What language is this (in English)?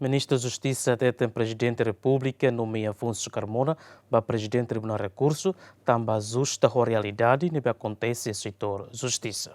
Tetum